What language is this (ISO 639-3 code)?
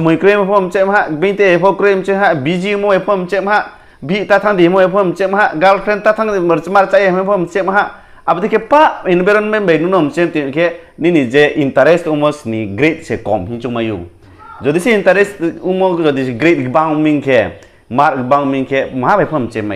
ria